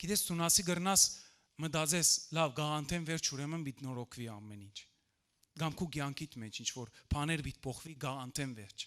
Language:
Western Armenian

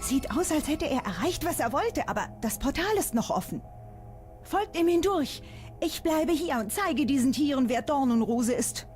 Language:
Swiss German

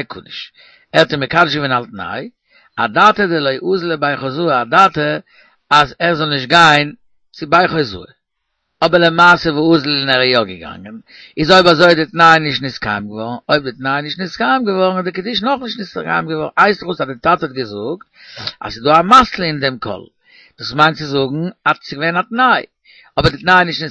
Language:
Yiddish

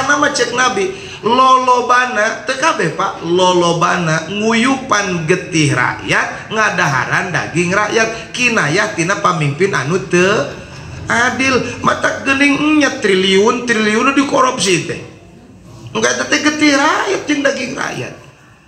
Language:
Sundanese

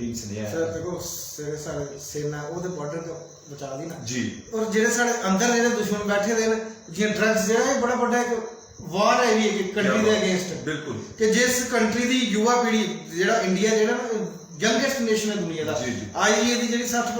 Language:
Dogri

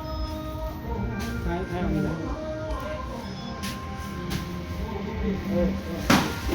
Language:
Northeastern Thai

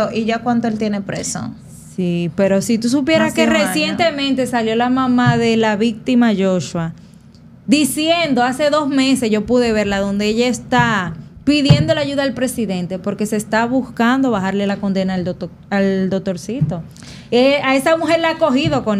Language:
Spanish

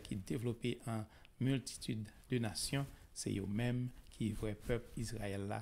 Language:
Haitian Creole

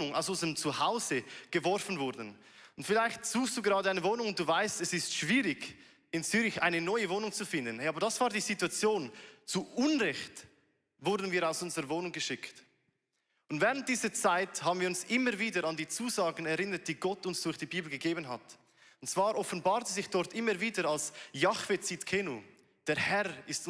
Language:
Swiss German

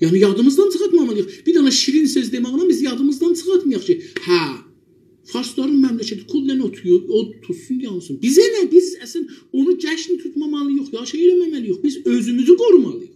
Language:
South Azerbaijani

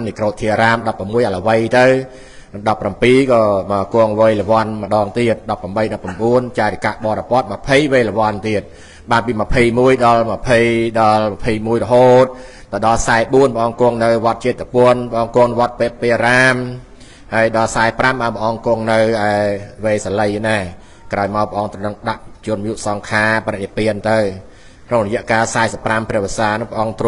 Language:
Khmer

